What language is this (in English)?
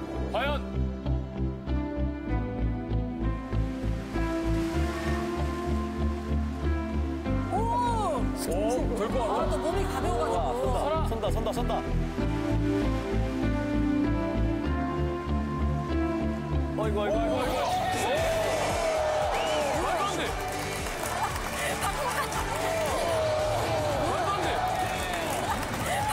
Korean